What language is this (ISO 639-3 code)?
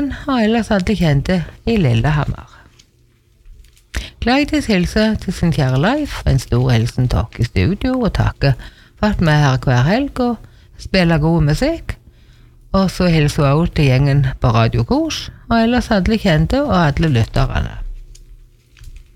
nor